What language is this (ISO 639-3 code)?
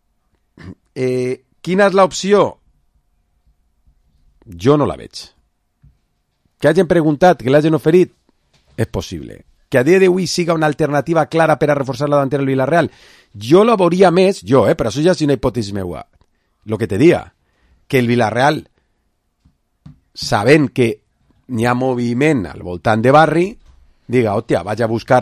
cat